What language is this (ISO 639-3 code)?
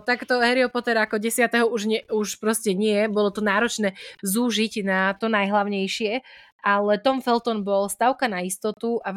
slk